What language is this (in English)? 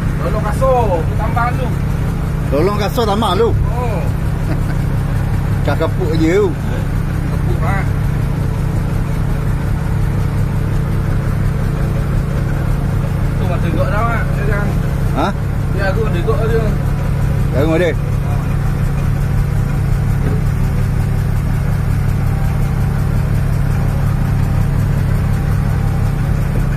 Malay